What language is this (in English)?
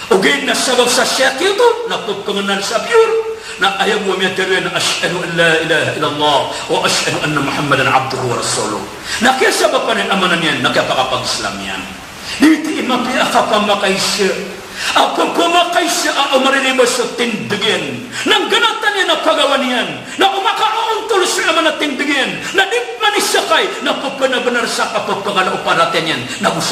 Maranao